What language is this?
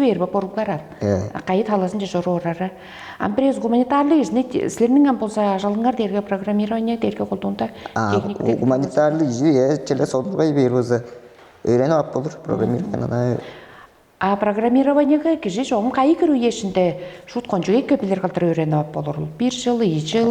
Tuvinian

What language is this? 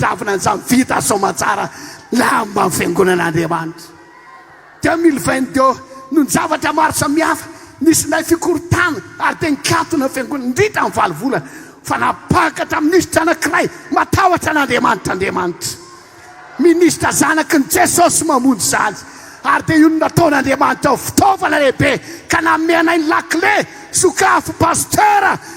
Malagasy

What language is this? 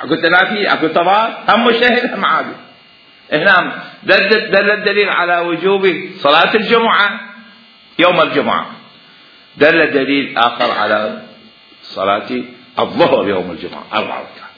Mesopotamian Arabic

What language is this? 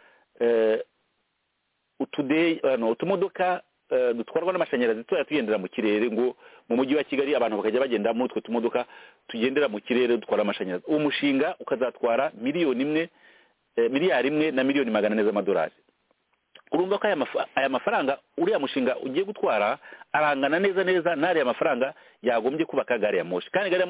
Kinyarwanda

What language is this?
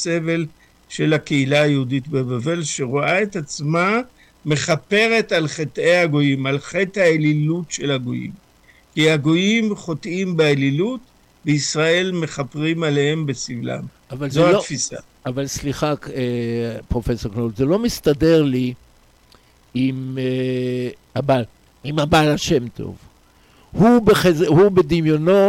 Hebrew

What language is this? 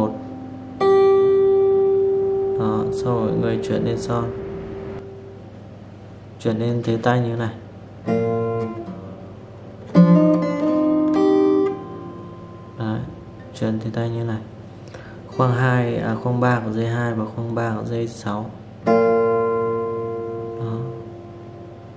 Vietnamese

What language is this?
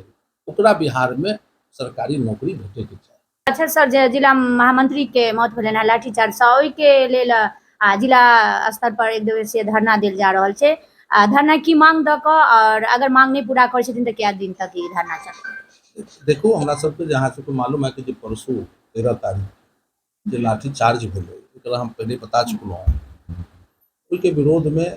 Maithili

